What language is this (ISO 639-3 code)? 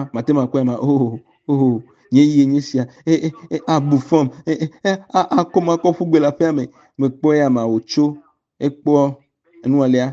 ewe